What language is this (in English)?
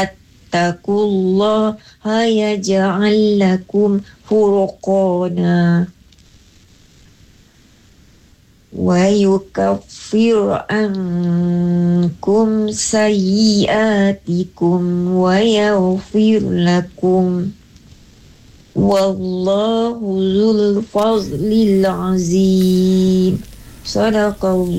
Malay